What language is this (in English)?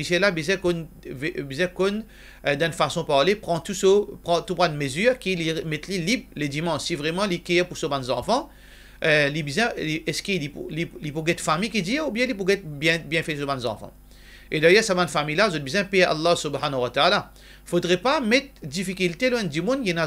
Morisyen